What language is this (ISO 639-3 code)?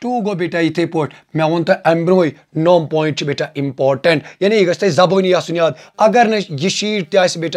kas